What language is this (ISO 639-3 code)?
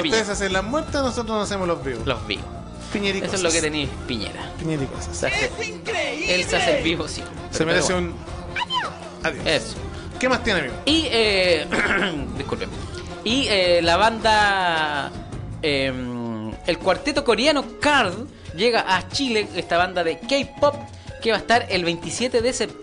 spa